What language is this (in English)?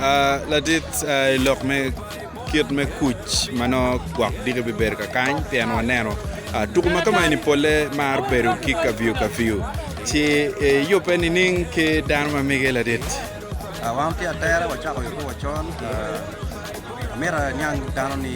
Acoli